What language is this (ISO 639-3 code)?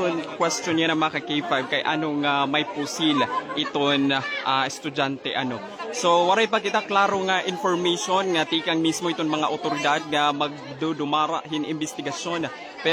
war